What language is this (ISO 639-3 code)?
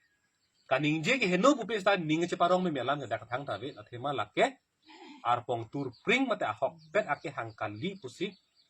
mjw